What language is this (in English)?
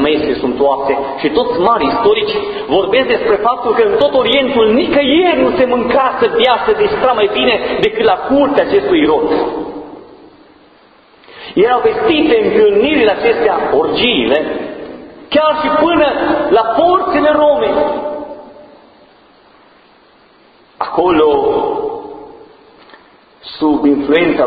Romanian